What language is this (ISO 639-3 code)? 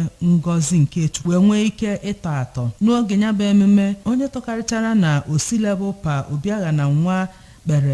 ibo